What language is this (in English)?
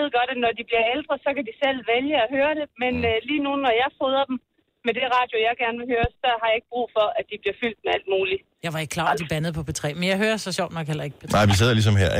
Danish